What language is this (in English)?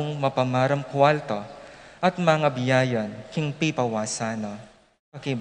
Pampanga